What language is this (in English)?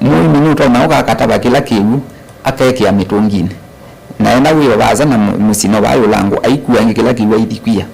Kamba